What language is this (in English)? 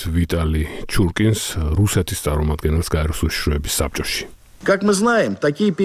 Georgian